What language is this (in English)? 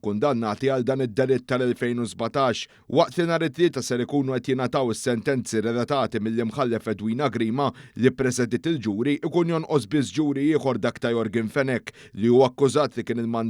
Maltese